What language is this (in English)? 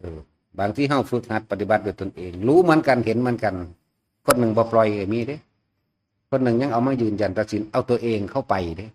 Northeastern Thai